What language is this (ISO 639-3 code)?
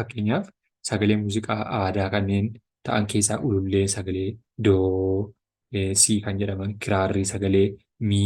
orm